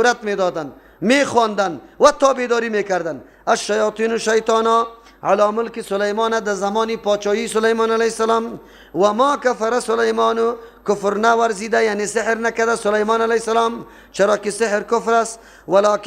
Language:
Persian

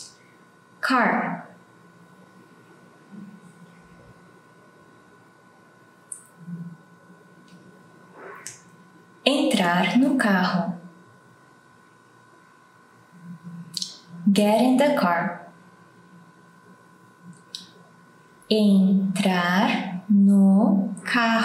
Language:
Portuguese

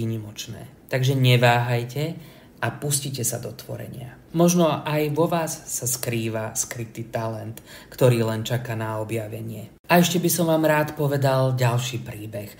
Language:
Slovak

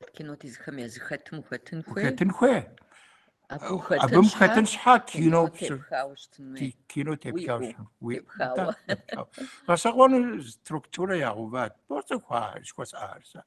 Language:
Kabardian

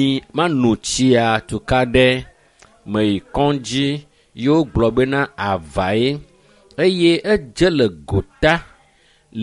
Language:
Ewe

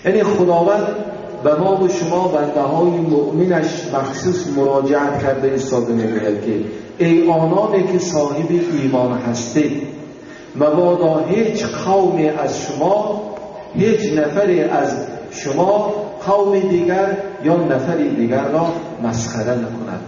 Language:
Tajik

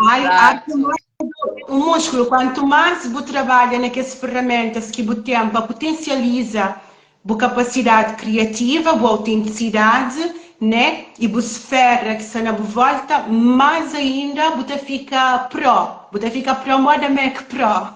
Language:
Kabuverdianu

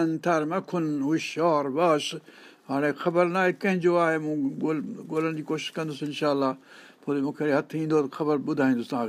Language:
Sindhi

